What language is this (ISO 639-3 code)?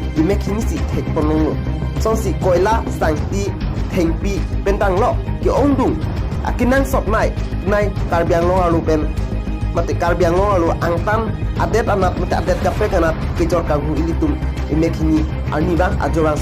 mjw